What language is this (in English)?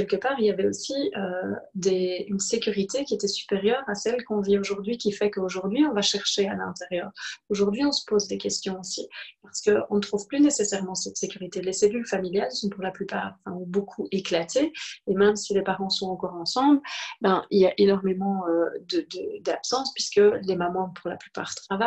French